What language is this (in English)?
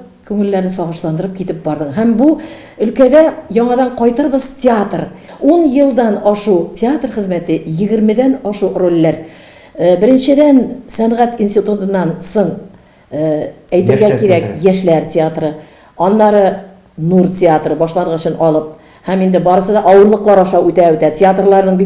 Tatar